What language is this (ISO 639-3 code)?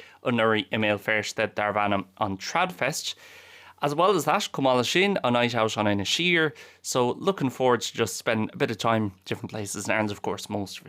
gle